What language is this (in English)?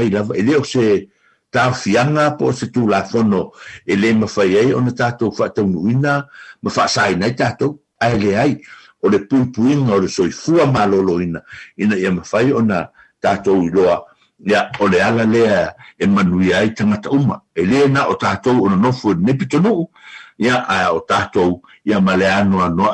Samoan